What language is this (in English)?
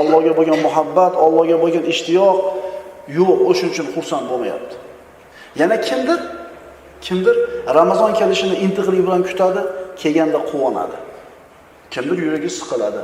Uzbek